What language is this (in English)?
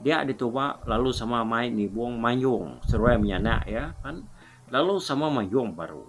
Iban